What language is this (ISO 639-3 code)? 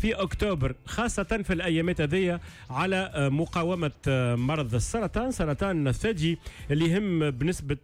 aeb